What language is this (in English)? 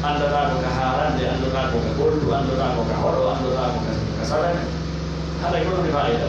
Pular